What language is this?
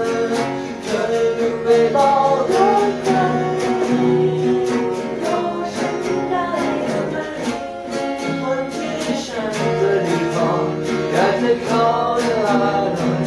Thai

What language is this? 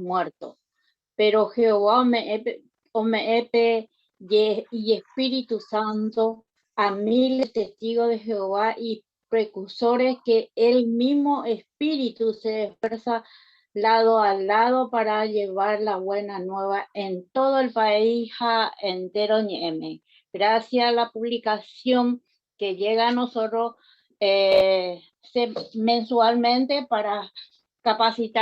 Guarani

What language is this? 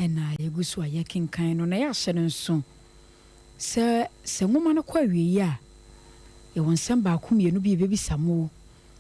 Akan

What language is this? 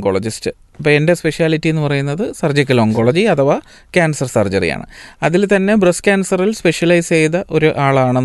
Malayalam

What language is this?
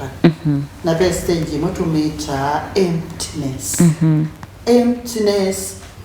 Kamba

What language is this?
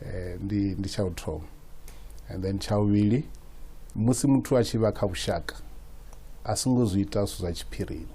Venda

